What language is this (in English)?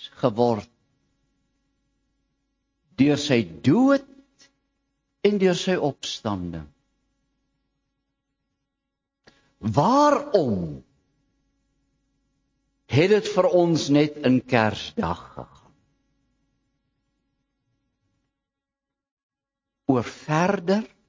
Afrikaans